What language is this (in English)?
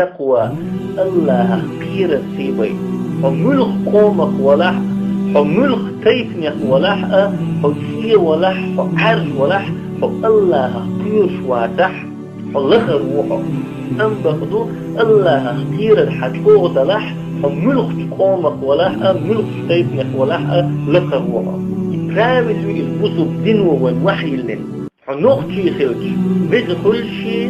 Chechen